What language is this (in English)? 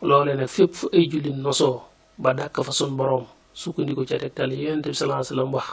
Wolof